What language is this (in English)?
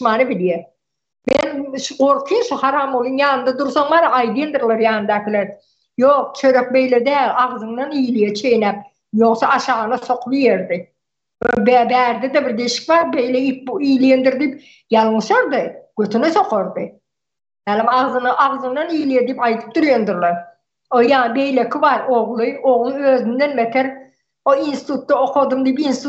Turkmen